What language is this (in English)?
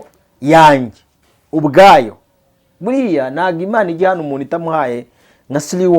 Kinyarwanda